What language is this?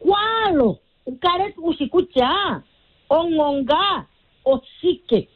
Kuanyama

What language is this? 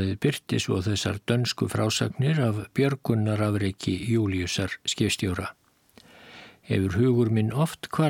Icelandic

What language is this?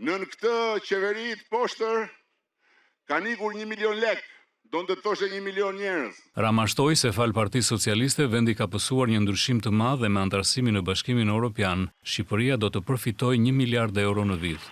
Albanian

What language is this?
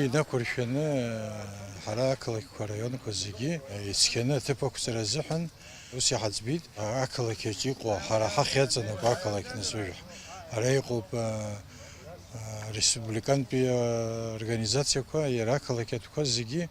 Abkhazian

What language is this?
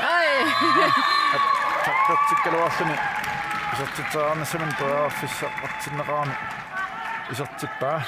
Kalaallisut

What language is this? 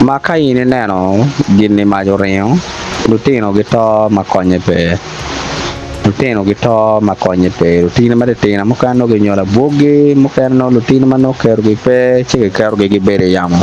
Acoli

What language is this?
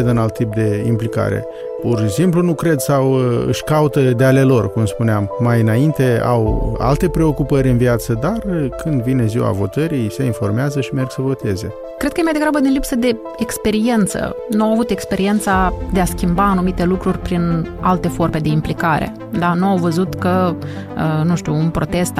Romanian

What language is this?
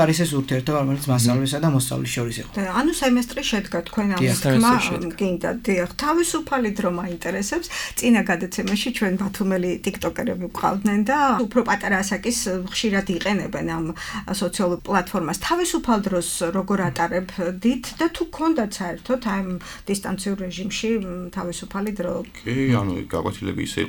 Georgian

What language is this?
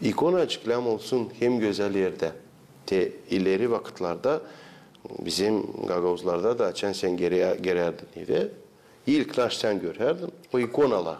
Gagauz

